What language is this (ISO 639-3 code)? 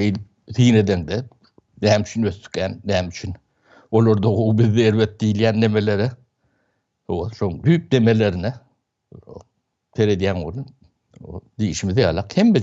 tuk